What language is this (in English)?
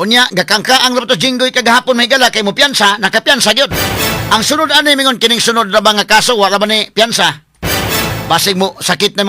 Cebuano